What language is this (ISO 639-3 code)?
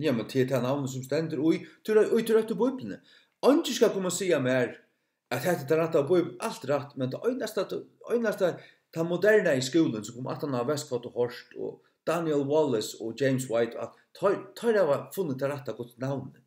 fao